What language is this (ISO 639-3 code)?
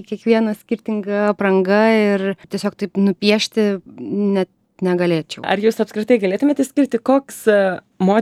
lit